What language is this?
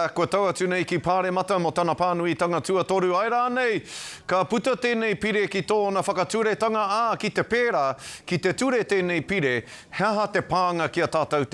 Māori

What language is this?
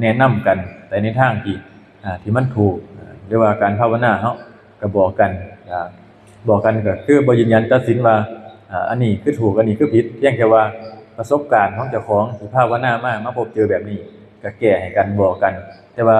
Lao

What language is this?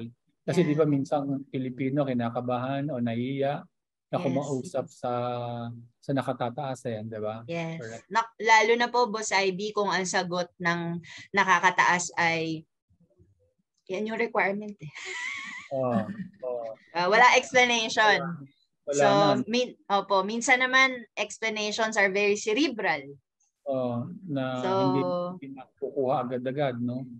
Filipino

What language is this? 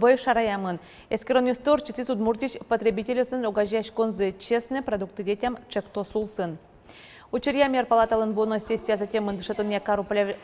Udmurt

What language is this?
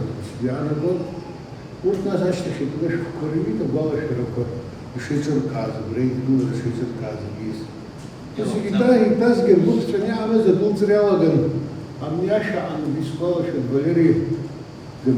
Abkhazian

